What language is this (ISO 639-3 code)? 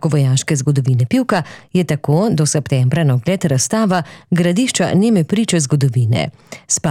slv